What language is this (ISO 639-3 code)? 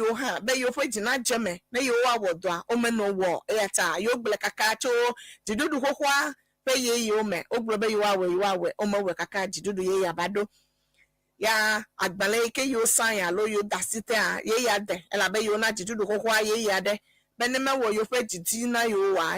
ewe